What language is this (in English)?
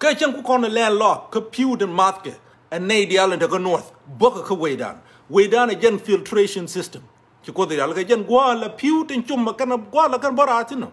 Nuer